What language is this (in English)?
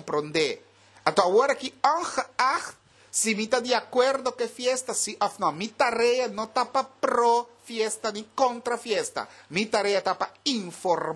Papiamento